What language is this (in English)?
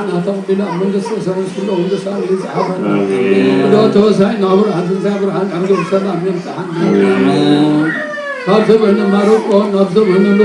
Tigrinya